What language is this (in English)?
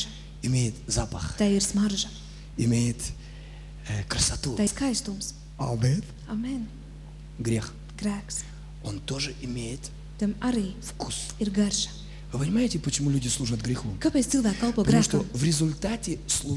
Russian